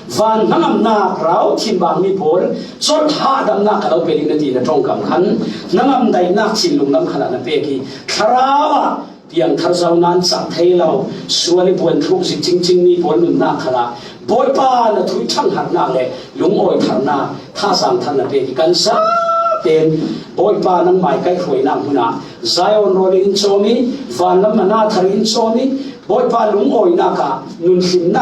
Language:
Falam Chin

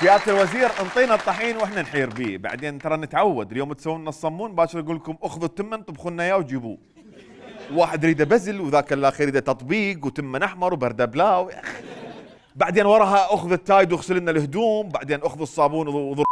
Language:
Mesopotamian Arabic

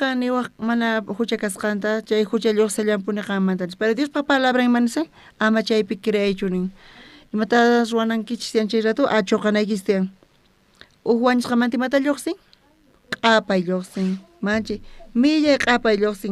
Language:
South Bolivian Quechua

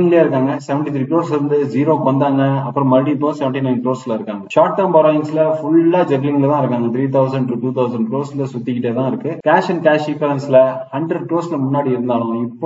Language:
Tamil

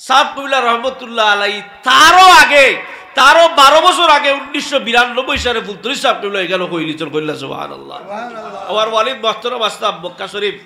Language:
Sylheti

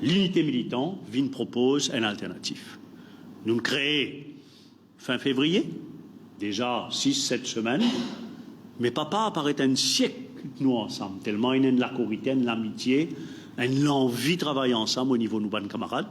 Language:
Morisyen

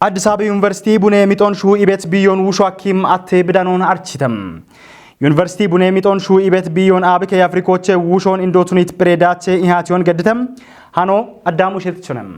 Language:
Kafa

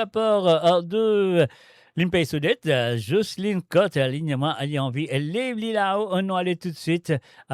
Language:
Morisyen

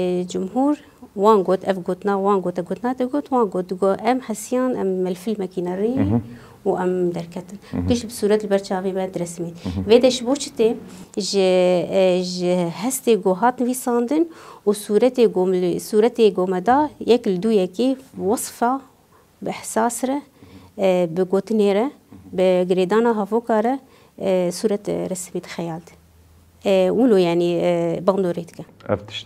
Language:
Kurdish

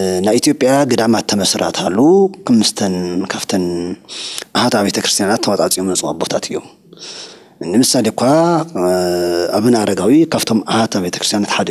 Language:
Tigrinya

